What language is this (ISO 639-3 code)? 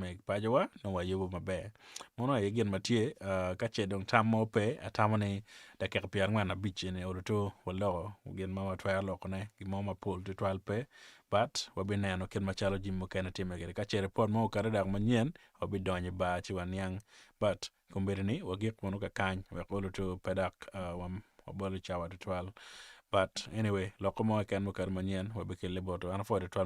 ach